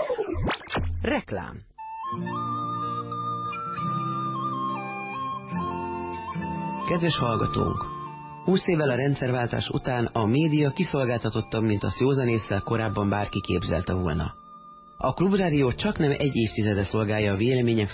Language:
Hungarian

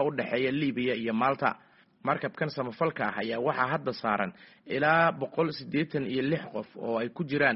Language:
Somali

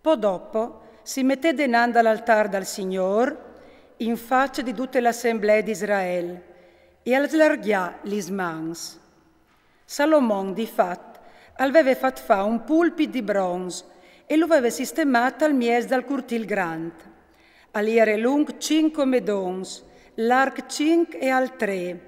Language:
Friulian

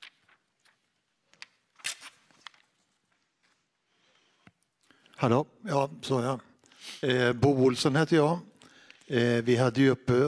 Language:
Swedish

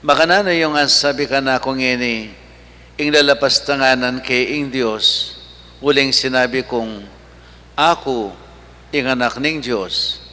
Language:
Pampanga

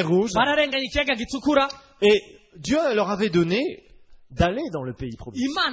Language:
Kinyarwanda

